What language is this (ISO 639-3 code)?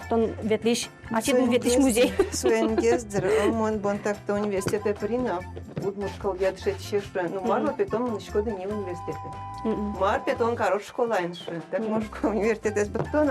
udm